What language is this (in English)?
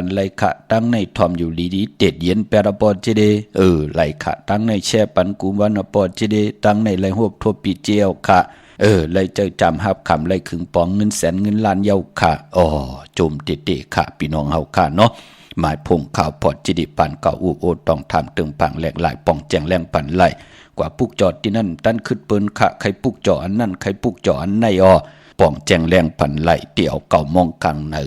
Shan